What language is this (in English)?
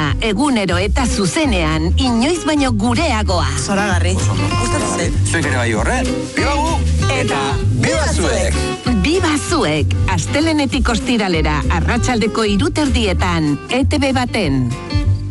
Basque